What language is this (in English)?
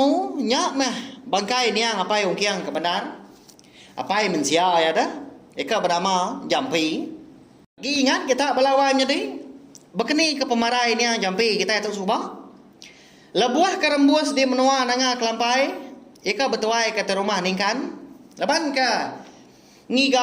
Iban